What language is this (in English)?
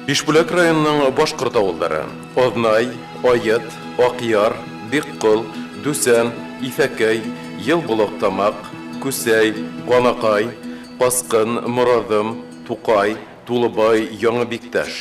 Bashkir